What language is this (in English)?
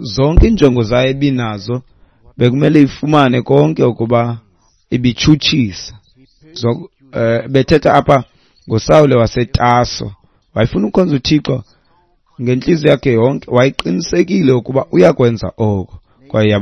Xhosa